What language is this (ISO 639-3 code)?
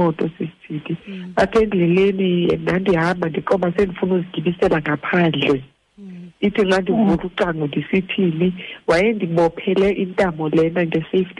xho